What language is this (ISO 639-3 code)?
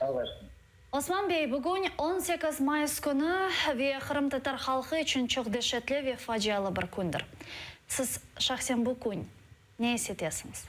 crh